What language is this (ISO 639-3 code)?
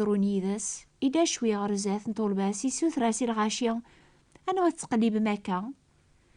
kab